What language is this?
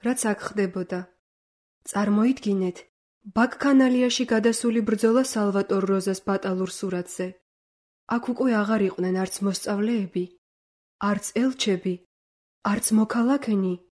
Georgian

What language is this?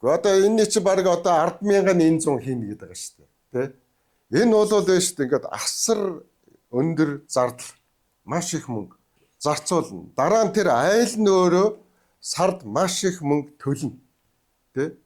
Mongolian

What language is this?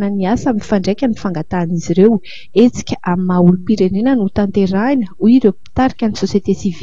Malagasy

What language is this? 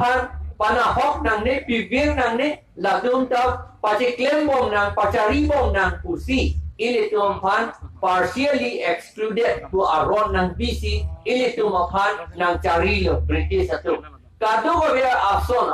Karbi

